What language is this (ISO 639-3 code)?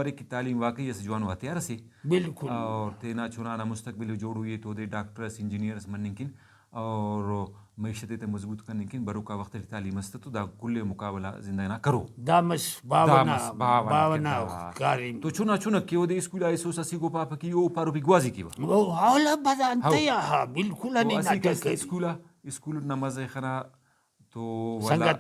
brh